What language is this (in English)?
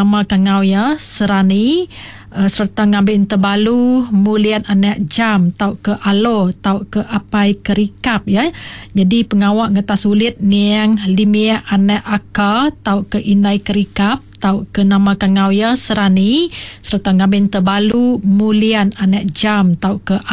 Iban